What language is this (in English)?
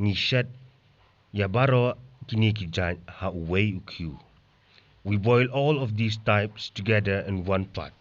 Khasi